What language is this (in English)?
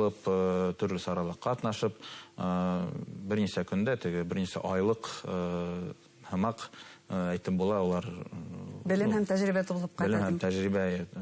Bashkir